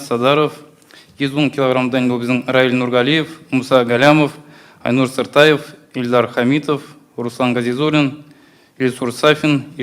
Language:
Tatar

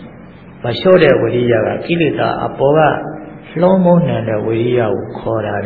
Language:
Burmese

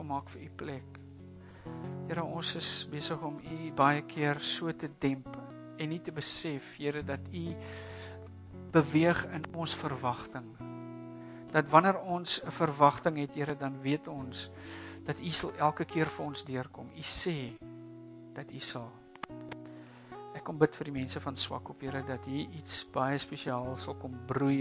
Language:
Afrikaans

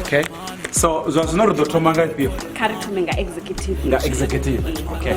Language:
Venda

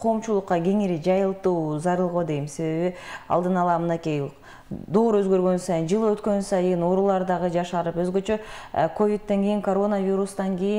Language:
Kyrgyz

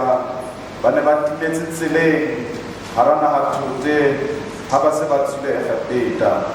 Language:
Southern Sotho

